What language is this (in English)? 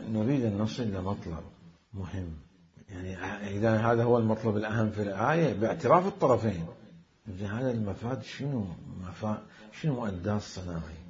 Mesopotamian Arabic